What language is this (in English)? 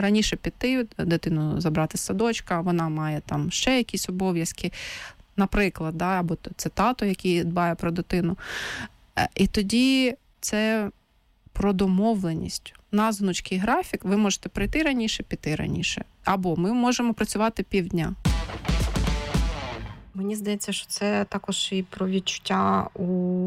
Ukrainian